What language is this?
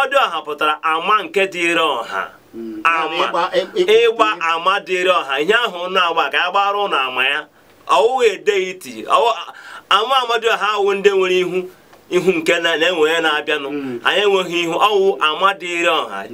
Igbo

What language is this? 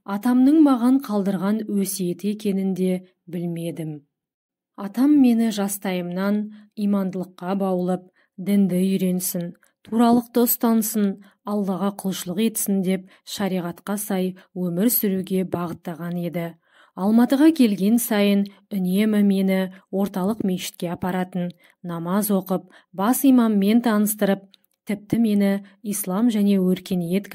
Kazakh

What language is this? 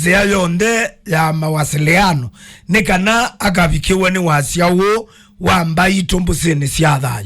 Kamba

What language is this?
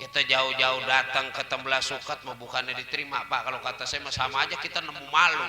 Betawi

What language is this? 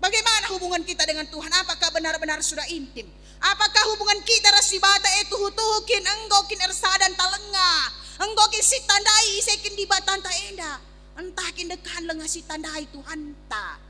Batak Karo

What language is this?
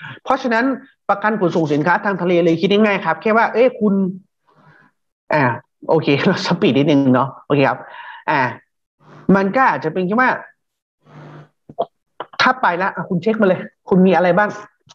Thai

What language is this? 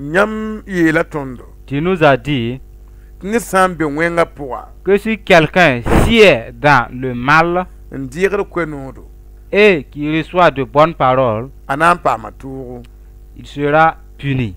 Mossi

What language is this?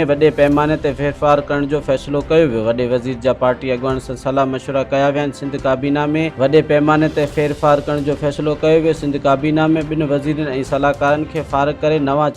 Sindhi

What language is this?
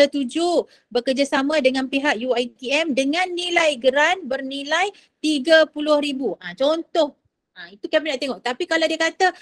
Malay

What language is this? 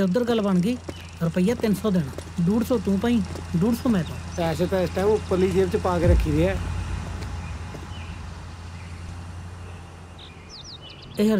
Punjabi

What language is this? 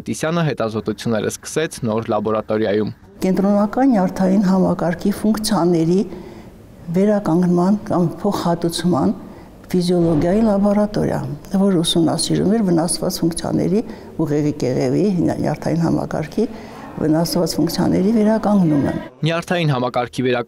Armenian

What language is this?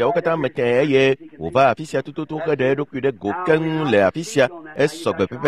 Ewe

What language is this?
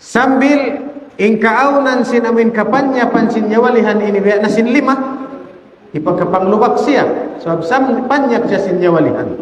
Tausug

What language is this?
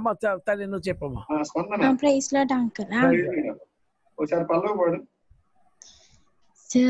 Telugu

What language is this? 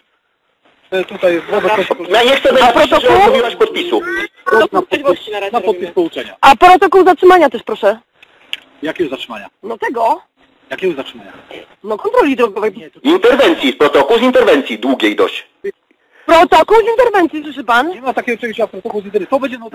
Polish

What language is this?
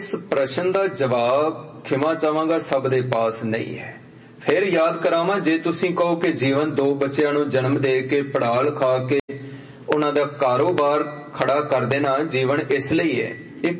Punjabi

